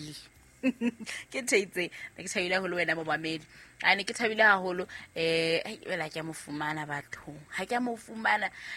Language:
Southern Sotho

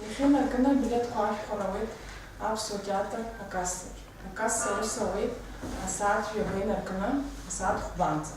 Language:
Abkhazian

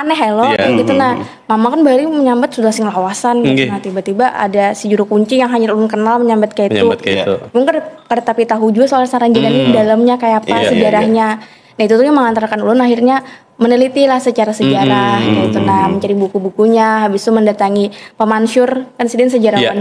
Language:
Banjar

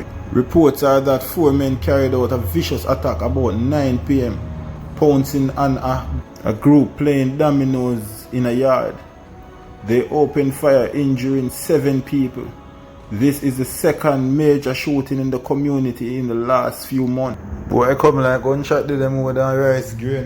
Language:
Jamaican Creole English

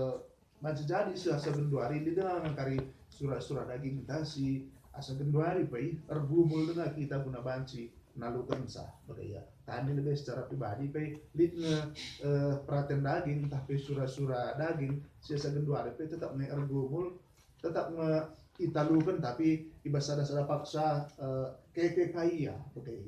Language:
Batak Karo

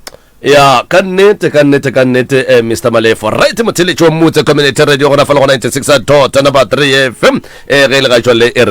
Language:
Northern Sotho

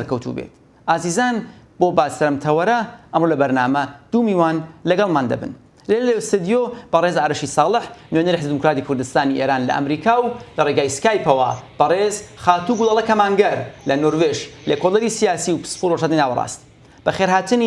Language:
Central Kurdish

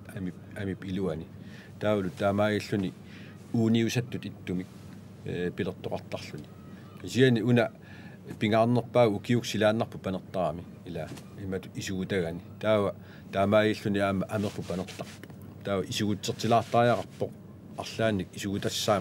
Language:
Kalaallisut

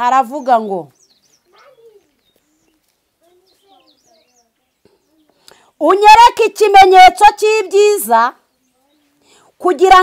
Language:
Kinyarwanda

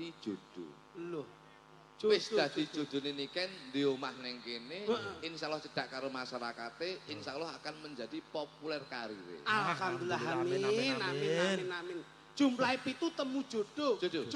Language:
Javanese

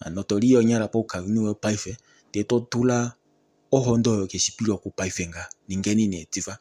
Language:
Kuanyama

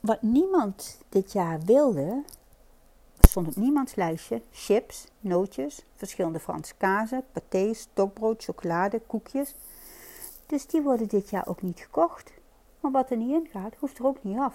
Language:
Dutch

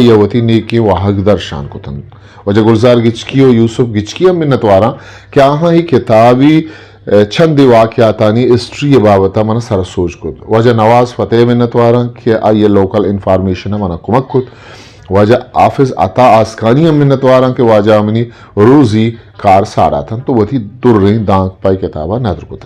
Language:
Eastern Balochi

